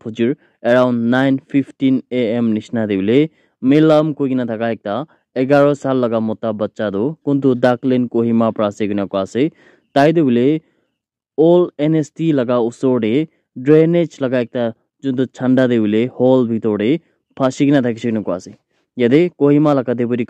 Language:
Naga Pidgin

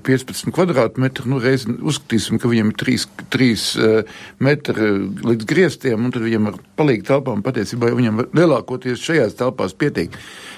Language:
Latvian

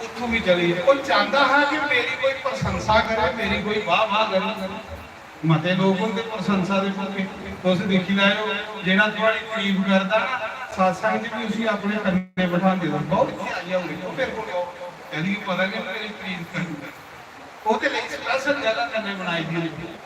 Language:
Dogri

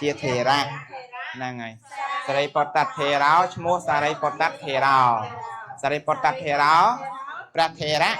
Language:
Khmer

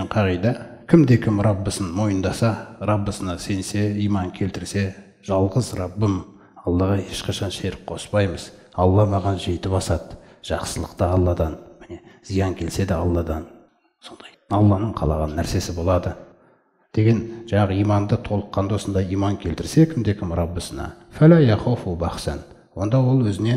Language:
Kazakh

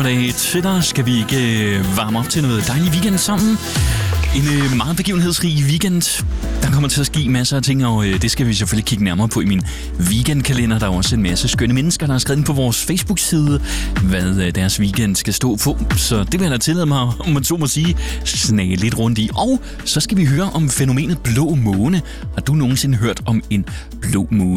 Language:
Danish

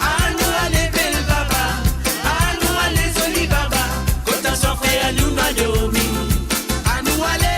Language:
Morisyen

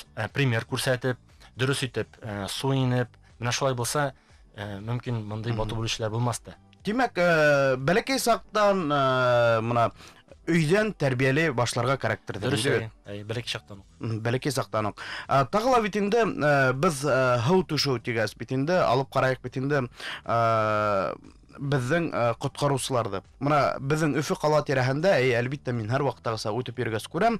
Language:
Bashkir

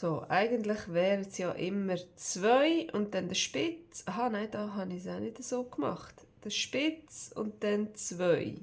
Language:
Swiss German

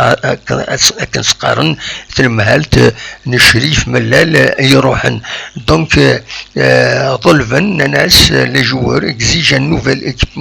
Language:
Kabyle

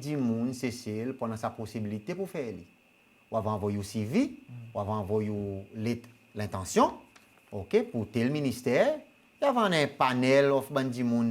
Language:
Seselwa Creole French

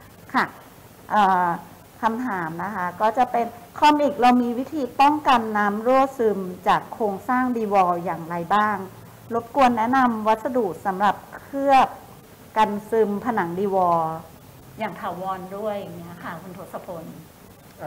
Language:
Thai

